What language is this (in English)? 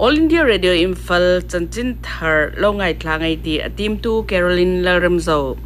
Hmar